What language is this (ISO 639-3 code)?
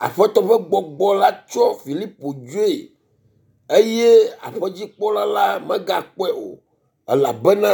ewe